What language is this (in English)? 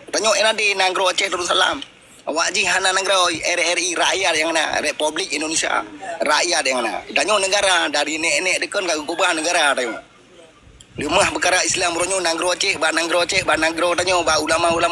Achinese